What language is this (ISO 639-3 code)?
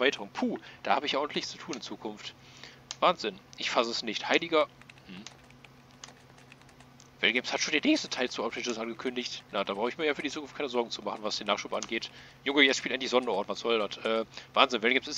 deu